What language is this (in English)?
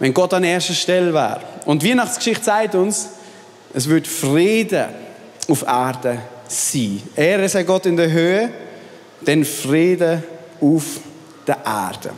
Swiss German